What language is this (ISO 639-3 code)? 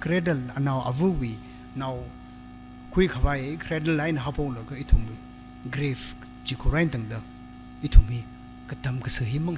nmf